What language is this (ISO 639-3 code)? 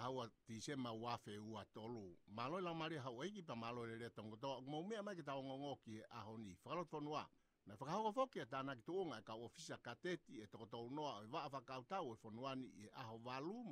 ton